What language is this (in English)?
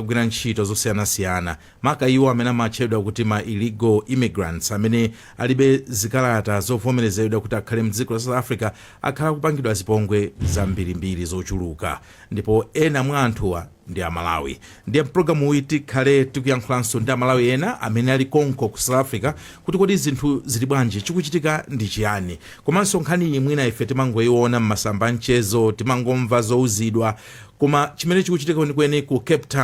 Nyanja